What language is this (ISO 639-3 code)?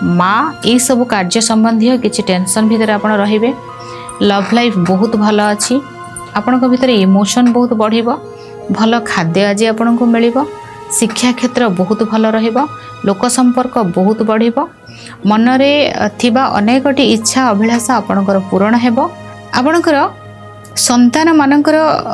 ori